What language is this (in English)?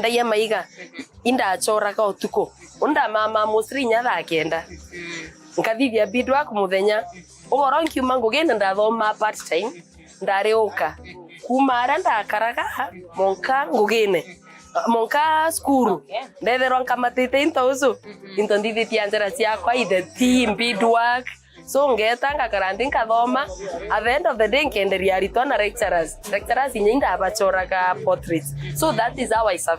Meru